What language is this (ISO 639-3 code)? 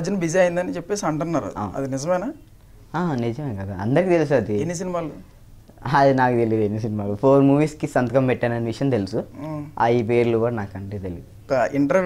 tel